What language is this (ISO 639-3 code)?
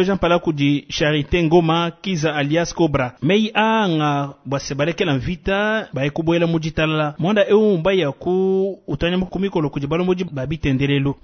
lua